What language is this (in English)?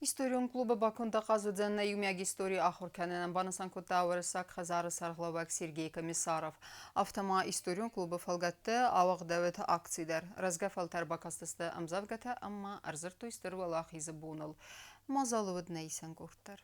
Ossetic